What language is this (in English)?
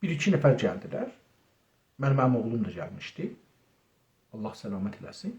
South Azerbaijani